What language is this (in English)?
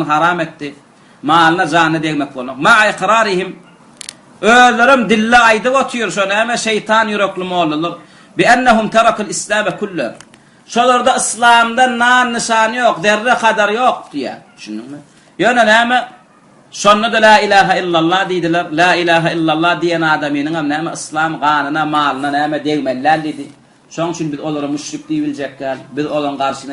Turkmen